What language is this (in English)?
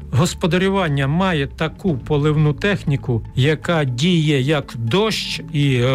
Ukrainian